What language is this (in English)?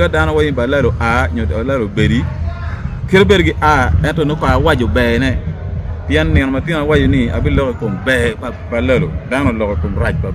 Acoli